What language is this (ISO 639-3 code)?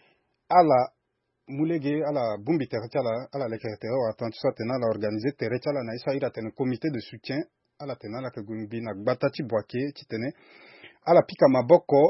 sag